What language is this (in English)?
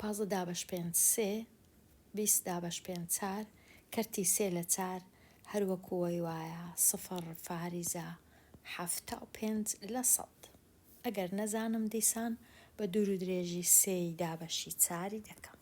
Central Kurdish